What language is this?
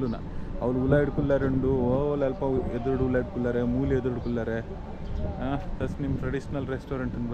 Tulu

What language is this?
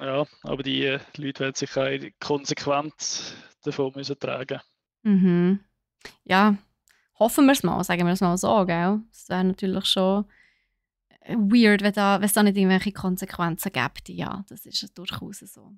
Swiss German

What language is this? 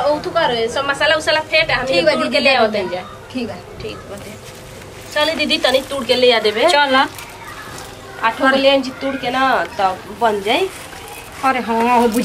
Bhojpuri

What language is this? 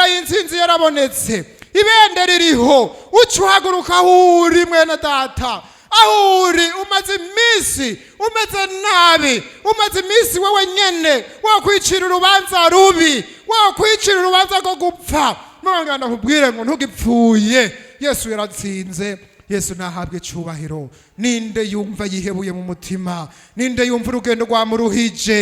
Rundi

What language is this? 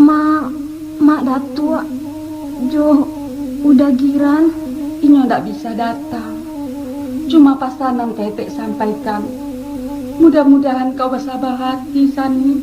Minangkabau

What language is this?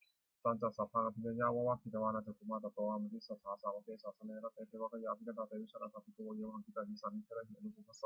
Pali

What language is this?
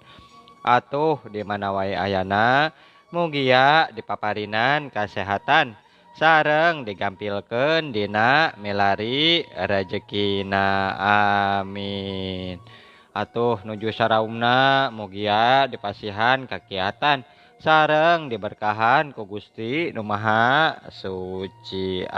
Sundanese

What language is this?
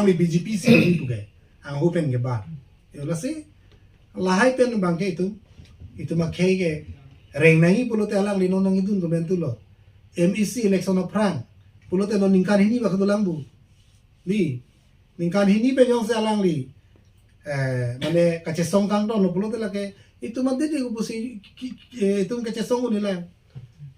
Karbi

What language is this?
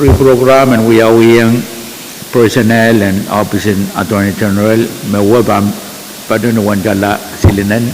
Pohnpeian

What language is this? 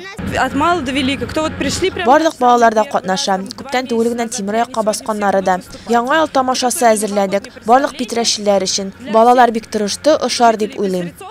Tatar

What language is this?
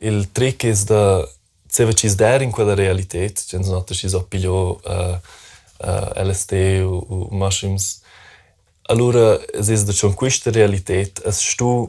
Romansh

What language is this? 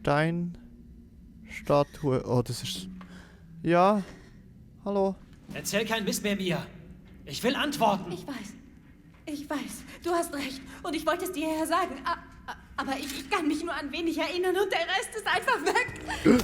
Swiss German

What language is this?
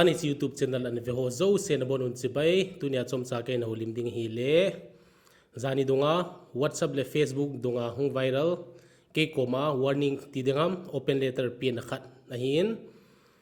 Thado Chin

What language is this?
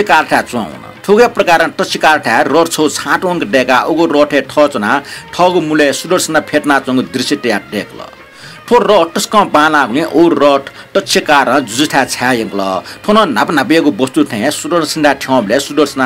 Newari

